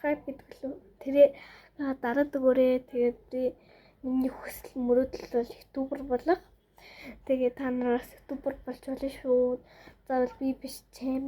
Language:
Mongolian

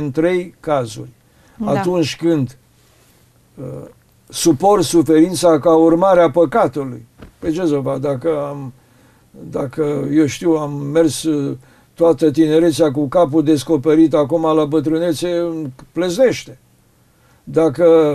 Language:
Romanian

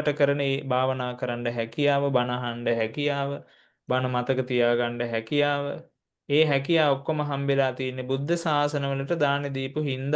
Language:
Sinhala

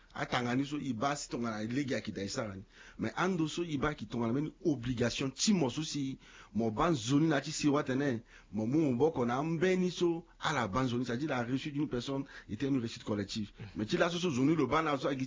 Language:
Sango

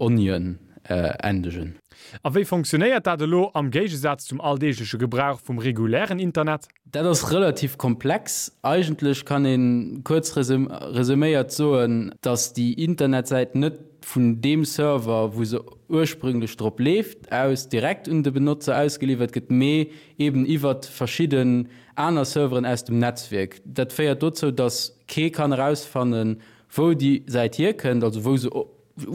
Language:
Luxembourgish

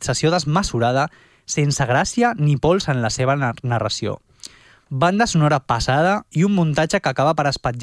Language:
Catalan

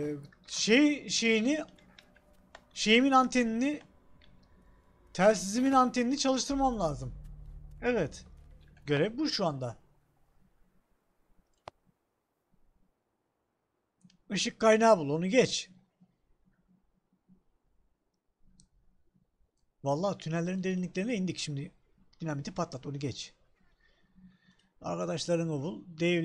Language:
Turkish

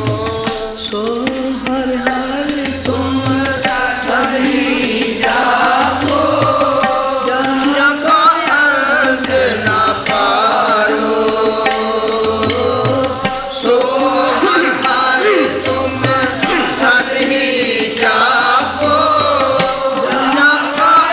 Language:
Punjabi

